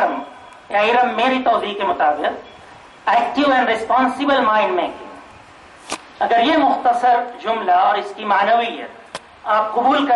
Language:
Urdu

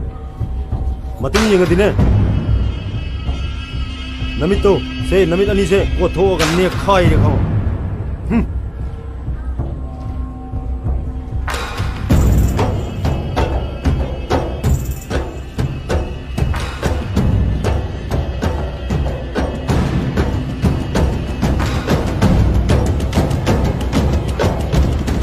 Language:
Manipuri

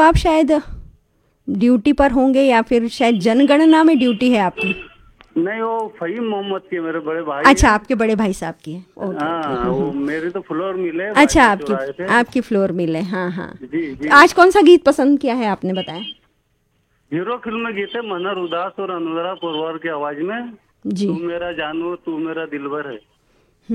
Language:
Hindi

